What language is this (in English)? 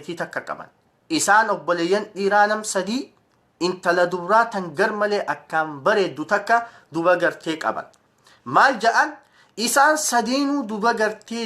Oromo